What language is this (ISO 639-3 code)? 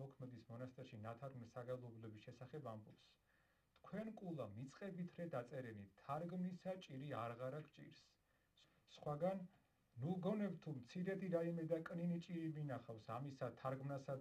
kat